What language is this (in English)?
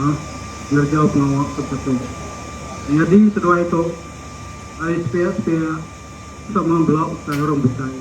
Iban